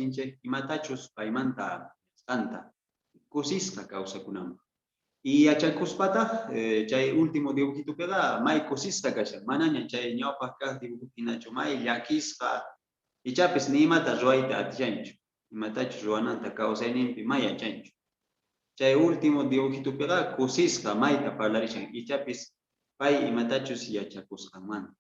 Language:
Quechua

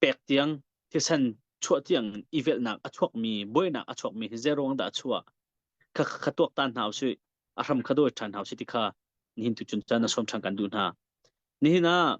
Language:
Hakha Chin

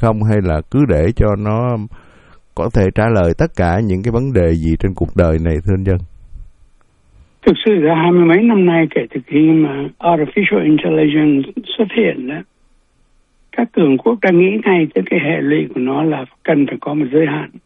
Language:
Vietnamese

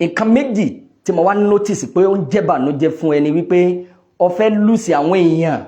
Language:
Yoruba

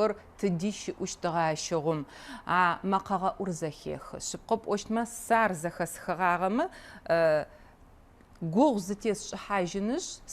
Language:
Adyghe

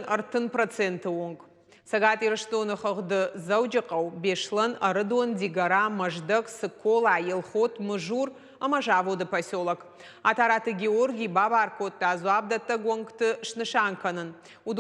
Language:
Ossetic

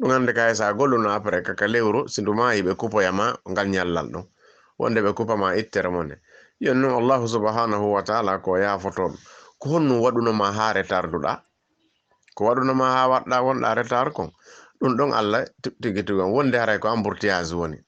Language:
Fula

